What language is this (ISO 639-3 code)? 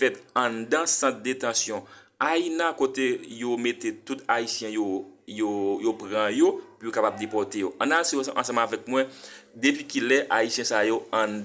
hat